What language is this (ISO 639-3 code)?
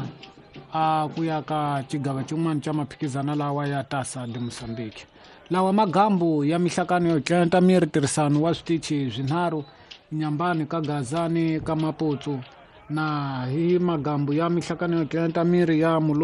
tso